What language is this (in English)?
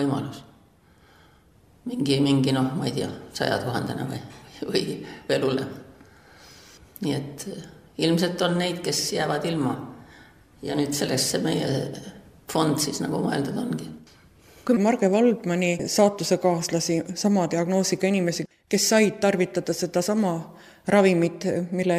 Estonian